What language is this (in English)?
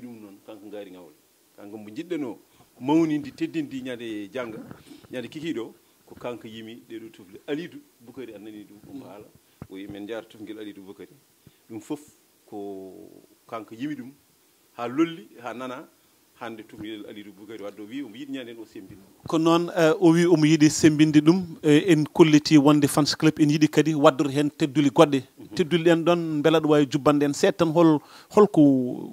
Fula